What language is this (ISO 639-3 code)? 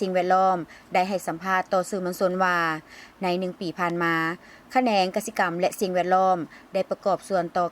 lao